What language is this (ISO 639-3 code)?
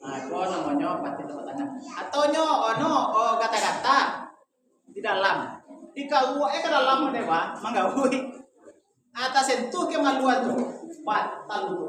min